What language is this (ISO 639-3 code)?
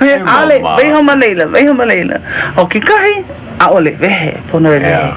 haw